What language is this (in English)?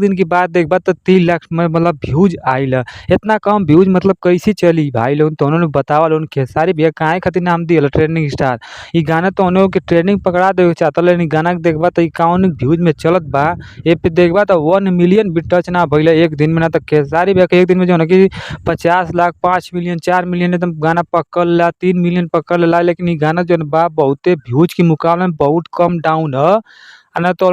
Bhojpuri